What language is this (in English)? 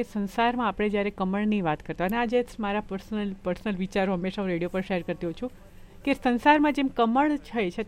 Gujarati